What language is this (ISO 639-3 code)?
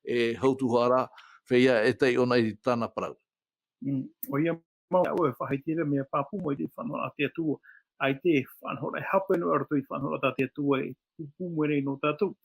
tah